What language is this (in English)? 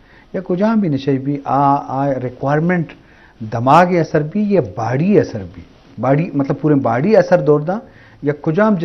Eastern Balochi